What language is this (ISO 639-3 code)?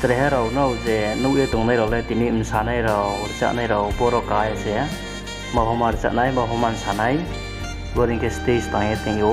ria